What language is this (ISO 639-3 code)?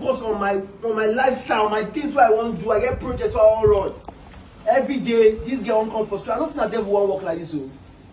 pcm